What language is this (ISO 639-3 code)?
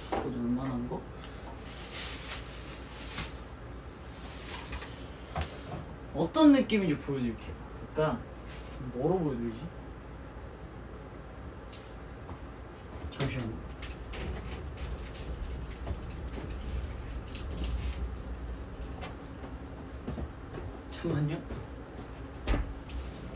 kor